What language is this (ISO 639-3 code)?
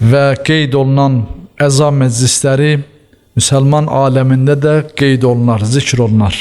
aze